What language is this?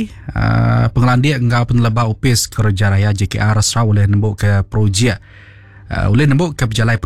Iban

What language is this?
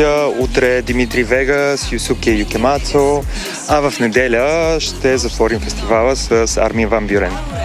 Bulgarian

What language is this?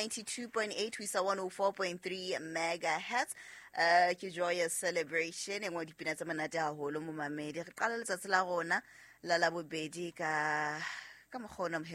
Southern Sotho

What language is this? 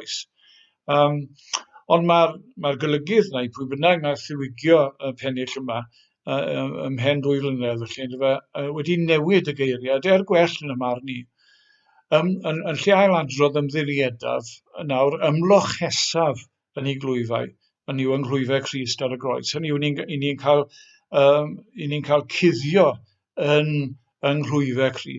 Welsh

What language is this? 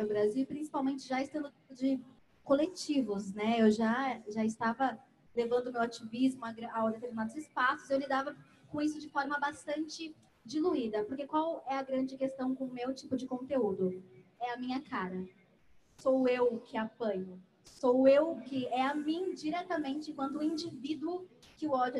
Portuguese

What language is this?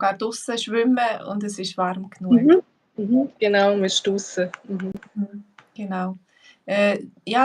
Swiss German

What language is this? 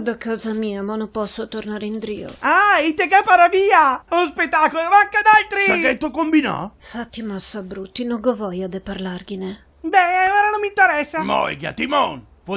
Venetian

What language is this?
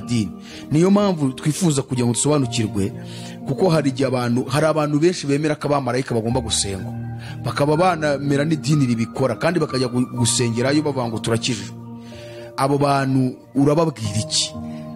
Kinyarwanda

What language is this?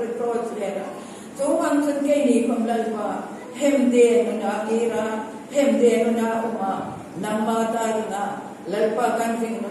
Hmar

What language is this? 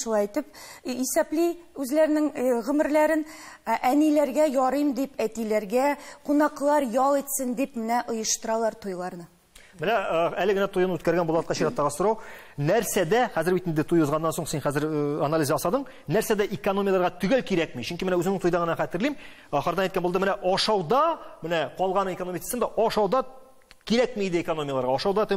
Tatar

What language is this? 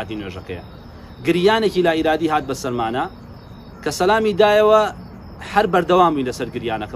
Central Kurdish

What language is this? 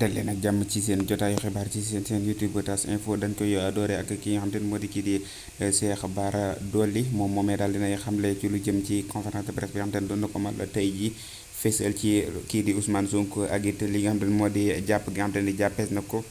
Wolof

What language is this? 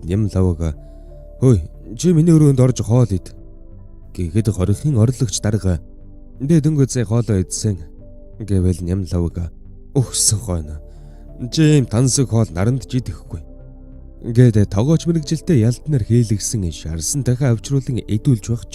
Mongolian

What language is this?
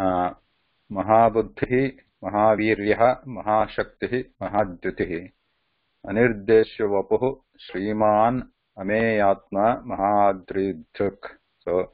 Sanskrit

